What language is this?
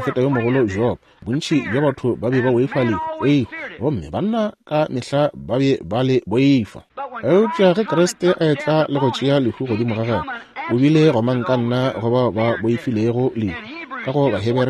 Northern Sotho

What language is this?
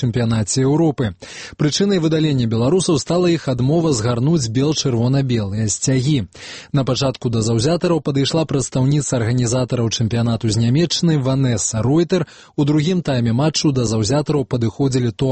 Belarusian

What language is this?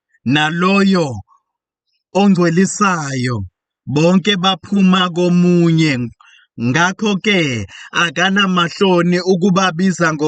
Zulu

